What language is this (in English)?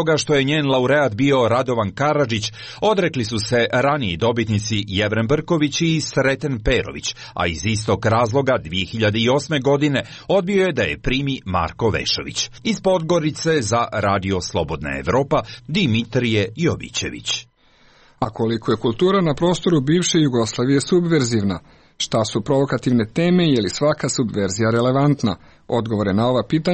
Serbian